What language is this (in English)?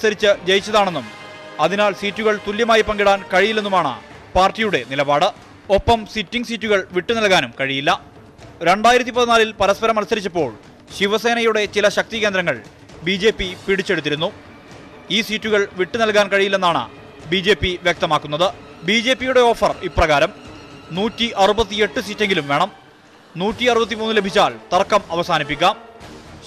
Malayalam